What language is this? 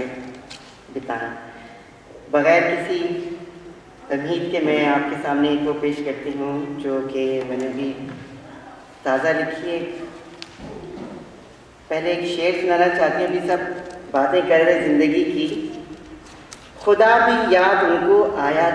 Urdu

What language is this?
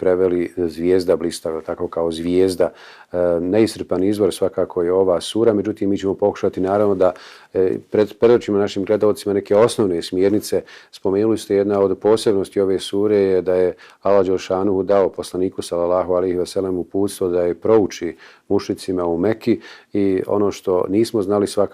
Bosnian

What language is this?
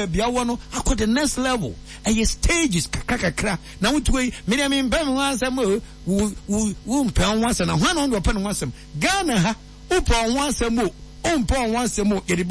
Akan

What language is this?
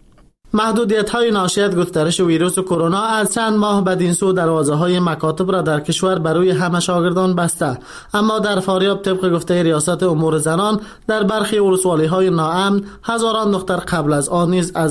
Persian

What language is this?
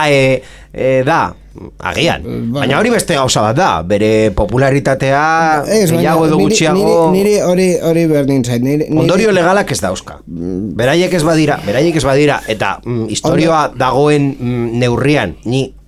Basque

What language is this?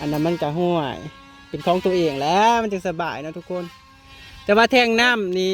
Northeastern Thai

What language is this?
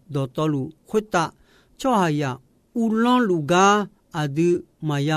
Akha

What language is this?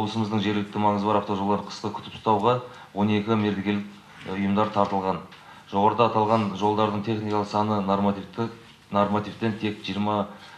Kazakh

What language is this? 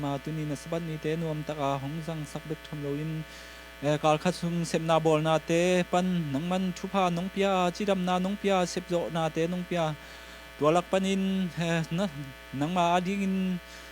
Tedim Chin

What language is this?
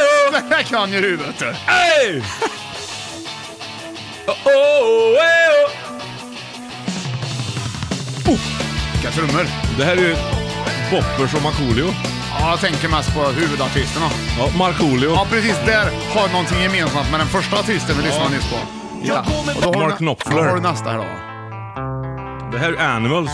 Swedish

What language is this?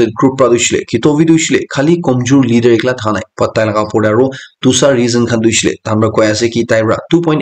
Naga Pidgin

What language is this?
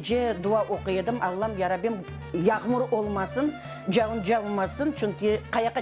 Crimean Tatar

